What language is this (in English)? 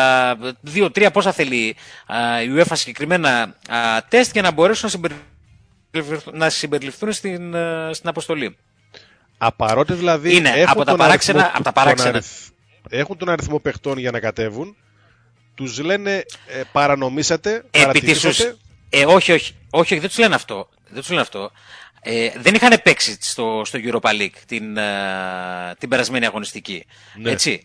Greek